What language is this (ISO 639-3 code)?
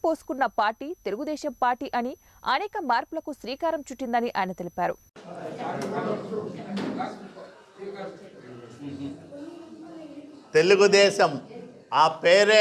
tel